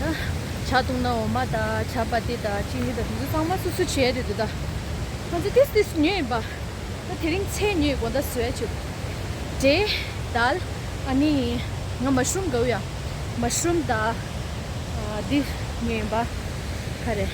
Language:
Tibetan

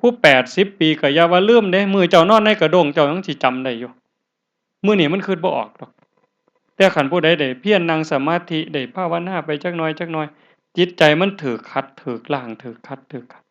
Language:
Northeastern Thai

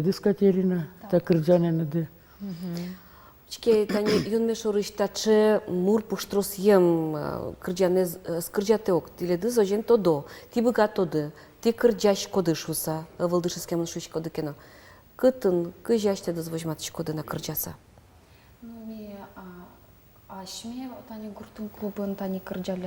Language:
Udmurt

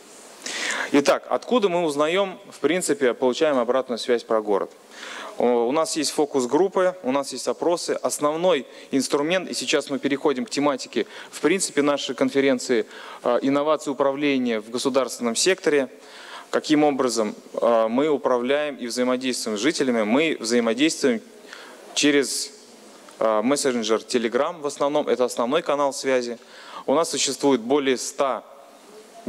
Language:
Russian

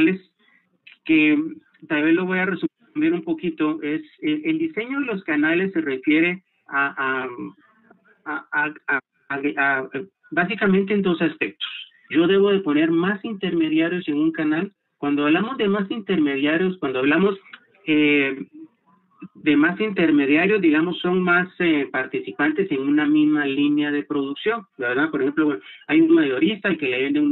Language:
Spanish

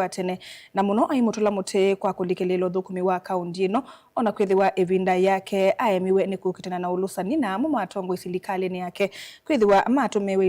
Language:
Kamba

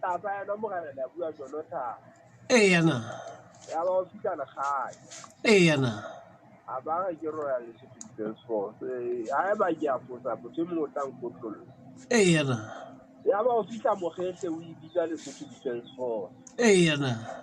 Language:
Southern Sotho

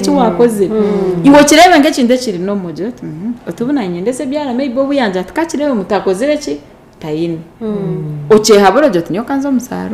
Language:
Nyankole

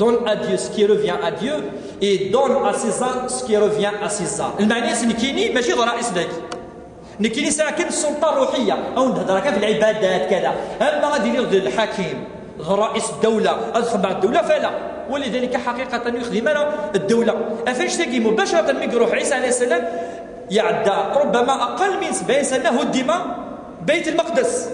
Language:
Kabyle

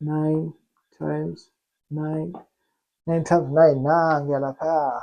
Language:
Zulu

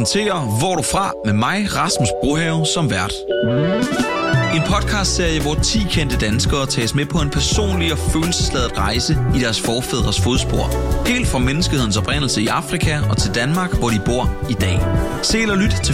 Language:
Danish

